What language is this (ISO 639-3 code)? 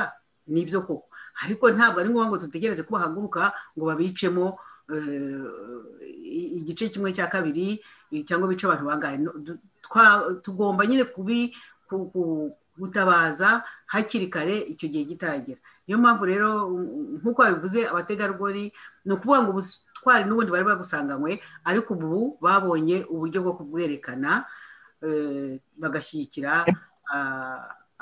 kin